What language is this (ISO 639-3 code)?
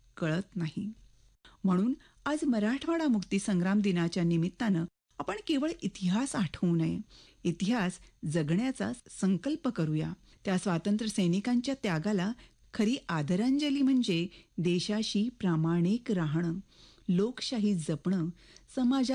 mar